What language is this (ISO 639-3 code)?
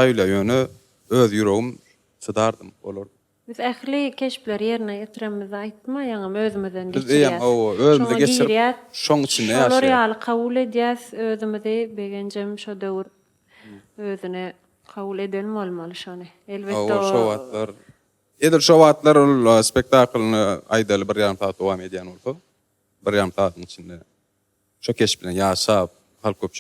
tuk